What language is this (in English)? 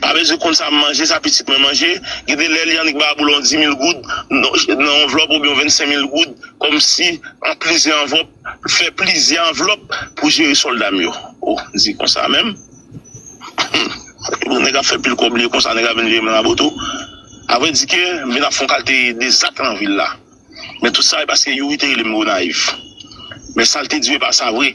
Haitian Creole